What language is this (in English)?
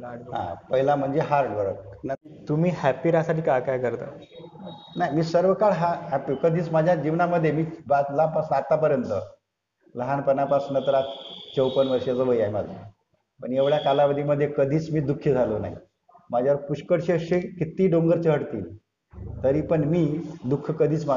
Marathi